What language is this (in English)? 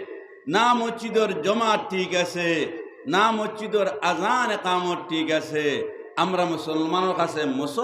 Sylheti